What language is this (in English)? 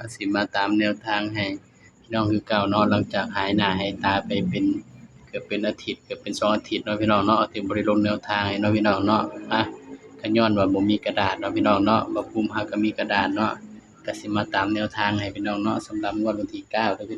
Northeastern Thai